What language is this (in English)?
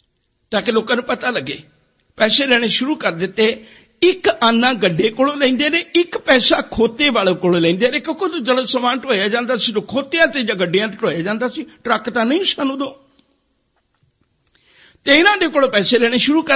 Punjabi